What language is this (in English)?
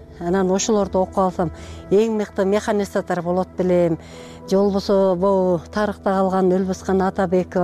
Kyrgyz